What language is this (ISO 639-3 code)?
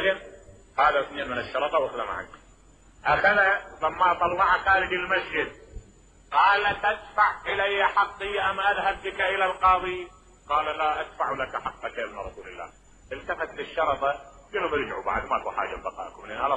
acm